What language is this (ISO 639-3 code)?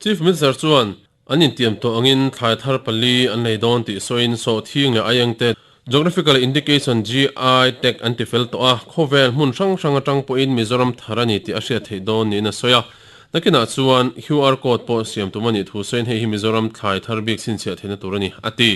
lus